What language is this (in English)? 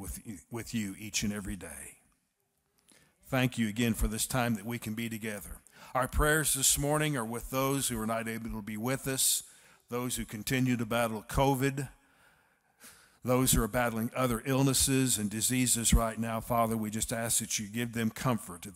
English